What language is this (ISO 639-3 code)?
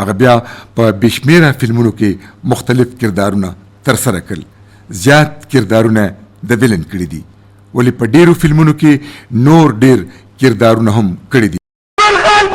pus